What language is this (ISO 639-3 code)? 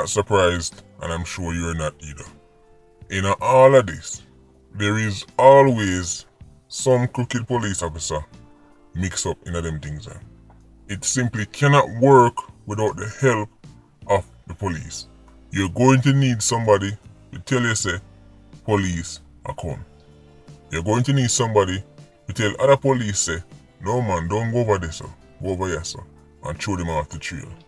jam